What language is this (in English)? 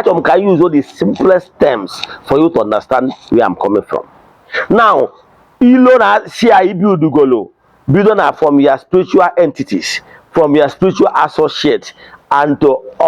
Igbo